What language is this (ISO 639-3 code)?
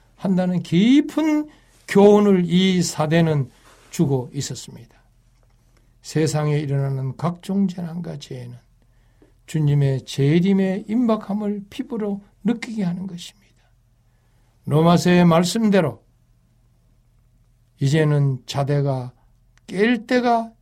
kor